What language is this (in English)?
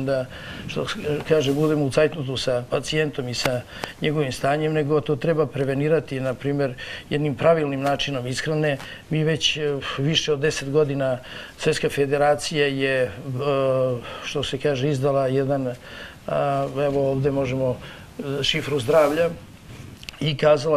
Serbian